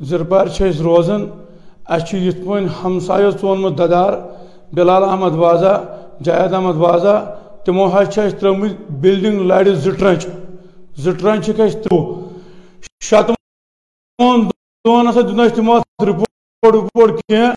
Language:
Kashmiri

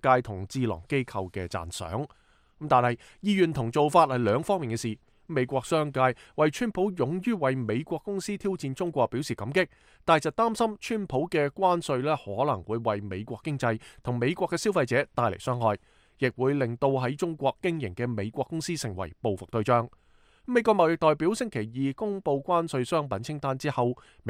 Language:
Cantonese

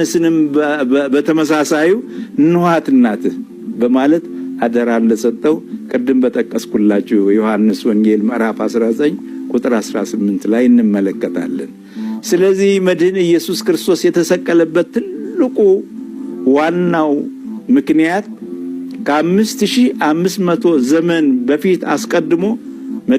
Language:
Amharic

